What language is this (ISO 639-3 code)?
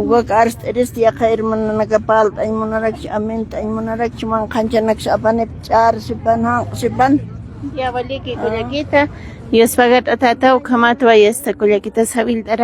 aym